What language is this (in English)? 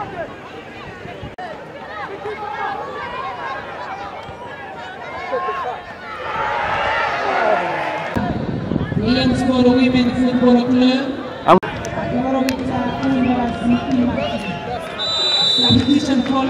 Kinyarwanda